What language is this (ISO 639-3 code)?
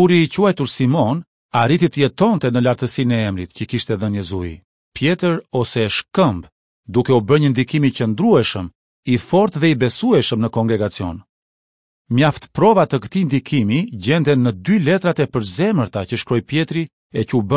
sqi